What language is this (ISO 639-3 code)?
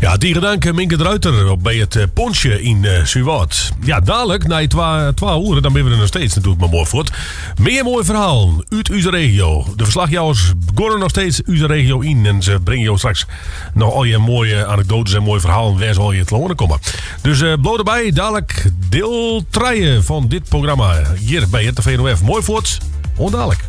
fry